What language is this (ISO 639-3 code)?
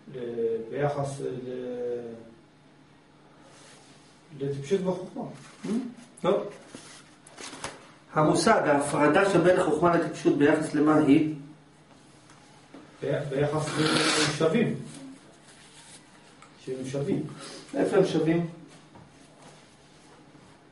heb